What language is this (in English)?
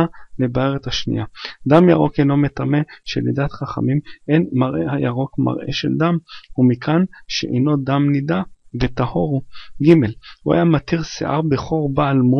Hebrew